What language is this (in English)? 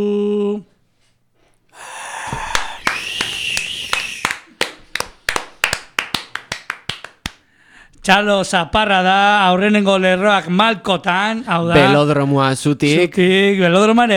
Basque